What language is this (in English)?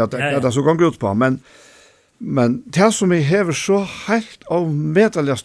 Faroese